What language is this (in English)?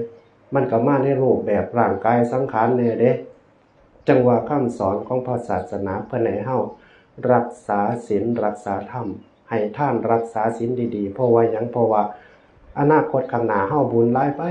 Northeastern Thai